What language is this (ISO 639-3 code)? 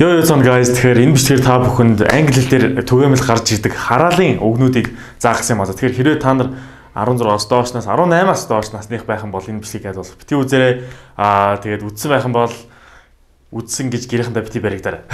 mon